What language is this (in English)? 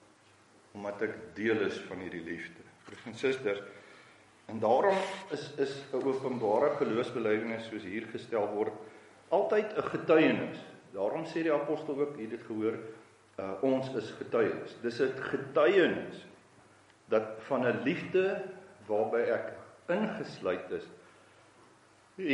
Afrikaans